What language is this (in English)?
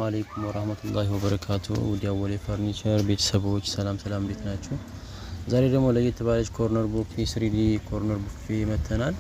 Amharic